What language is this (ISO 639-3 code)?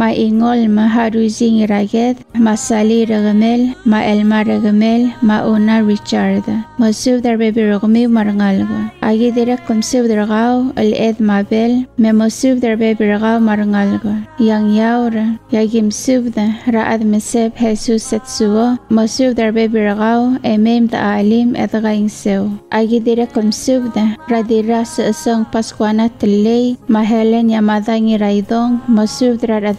pau